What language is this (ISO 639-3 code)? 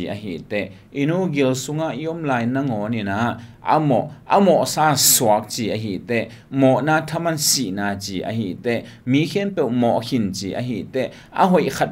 ctd